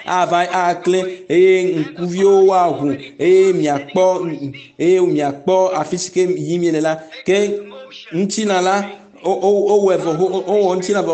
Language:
Ewe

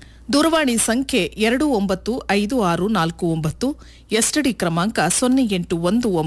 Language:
Kannada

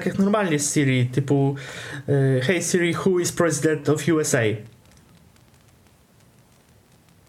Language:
Polish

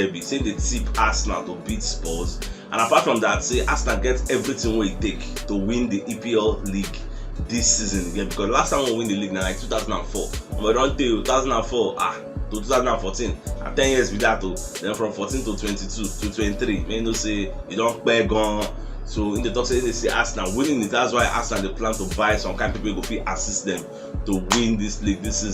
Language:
Nigerian Pidgin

